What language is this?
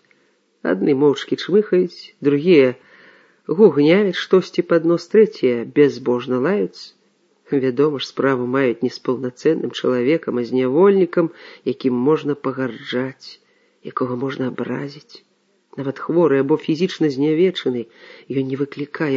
Belarusian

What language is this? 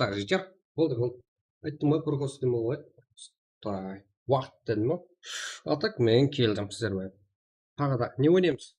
Kara-Kalpak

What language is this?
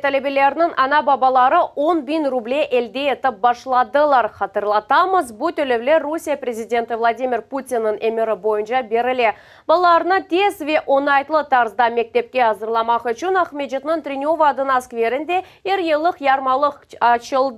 Crimean Tatar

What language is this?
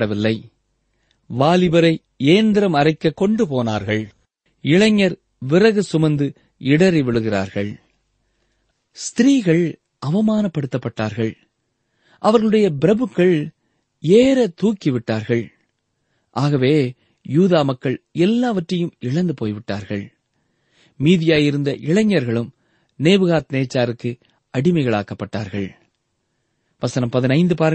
Tamil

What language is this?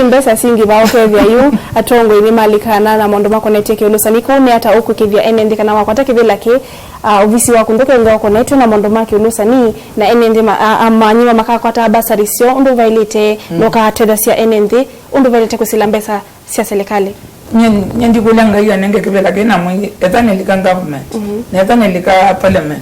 Kamba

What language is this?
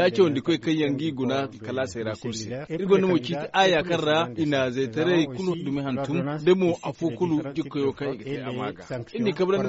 Zarma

